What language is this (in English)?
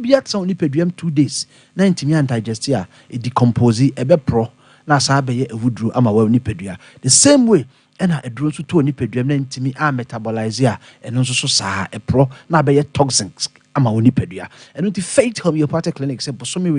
Akan